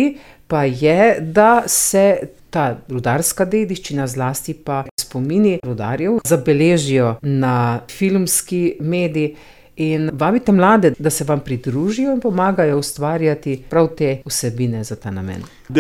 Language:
Slovenian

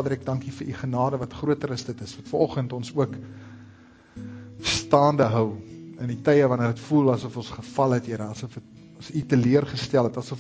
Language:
Afrikaans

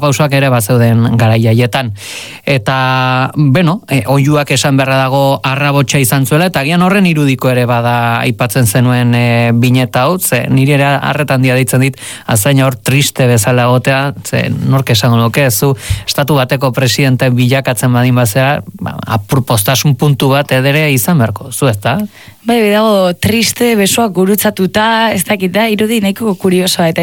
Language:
Basque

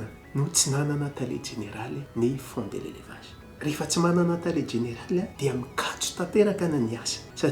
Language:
Malagasy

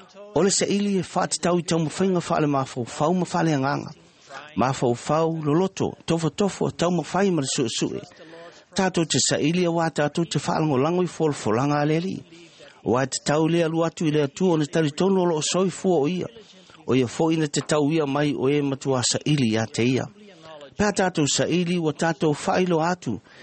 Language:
Samoan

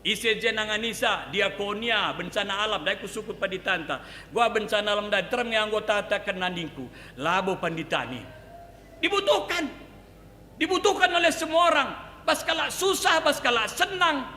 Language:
Batak Karo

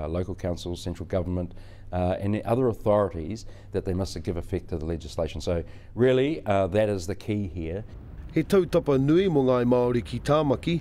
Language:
Māori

